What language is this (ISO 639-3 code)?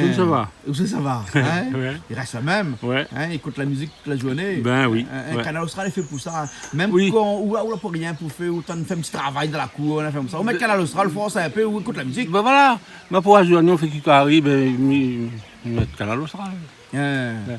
rcf